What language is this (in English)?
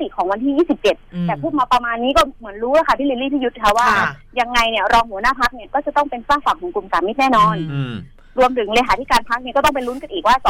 Thai